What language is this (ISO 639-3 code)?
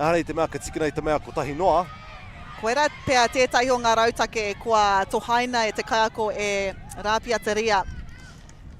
mri